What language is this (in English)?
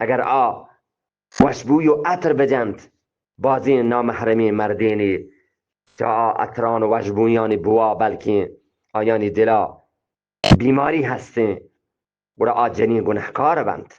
Eastern Balochi